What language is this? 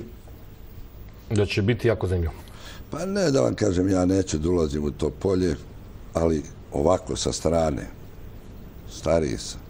Serbian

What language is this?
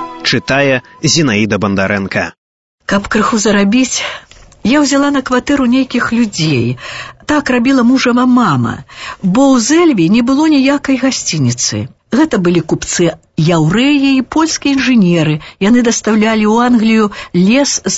Belarusian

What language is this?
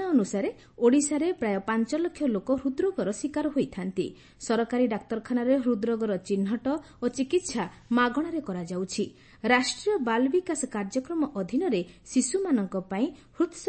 Odia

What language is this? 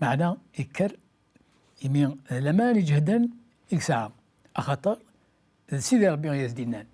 Kabyle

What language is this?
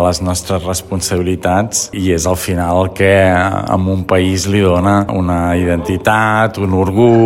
Catalan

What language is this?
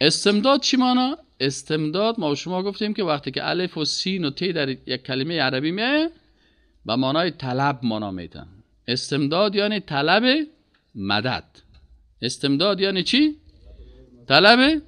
Persian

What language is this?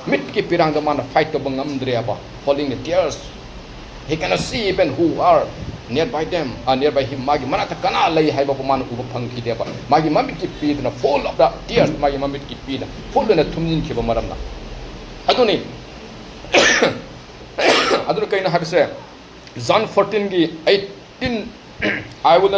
Manipuri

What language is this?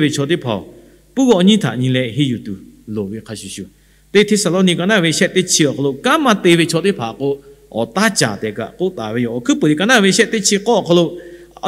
Lahu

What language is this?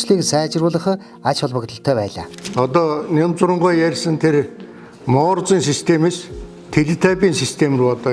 Mongolian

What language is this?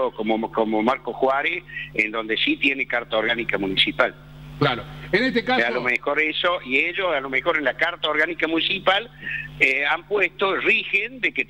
Spanish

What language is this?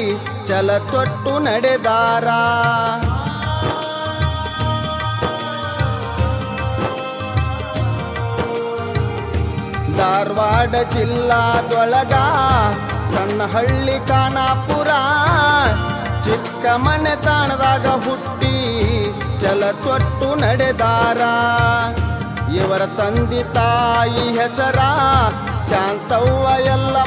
Kannada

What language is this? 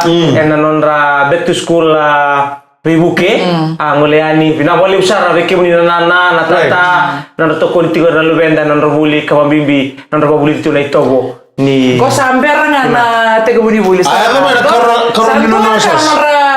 Fijian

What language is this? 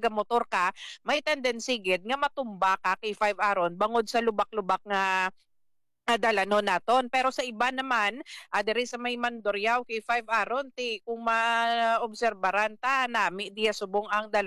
Hiligaynon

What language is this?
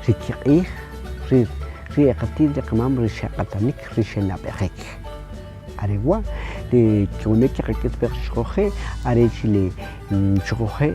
Kʼicheʼ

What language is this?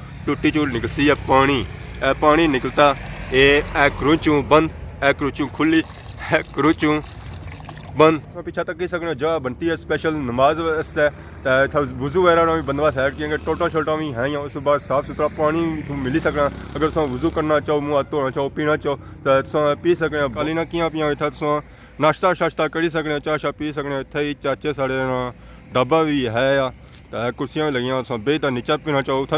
Pahari-Potwari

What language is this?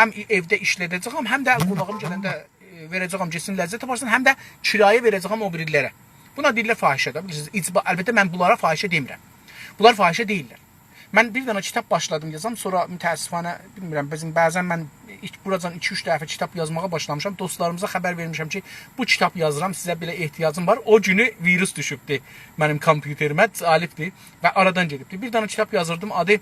South Azerbaijani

